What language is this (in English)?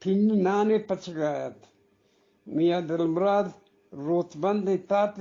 Eastern Balochi